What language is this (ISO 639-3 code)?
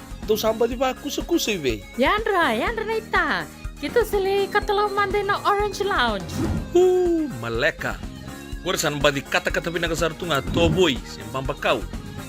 fij